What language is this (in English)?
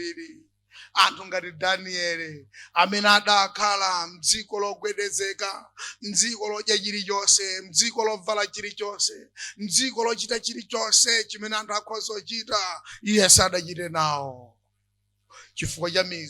Nyanja